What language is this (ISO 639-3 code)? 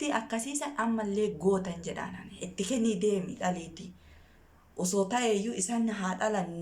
orm